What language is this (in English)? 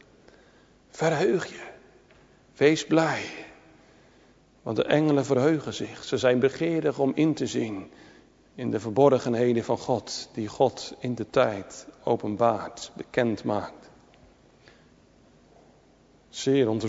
Dutch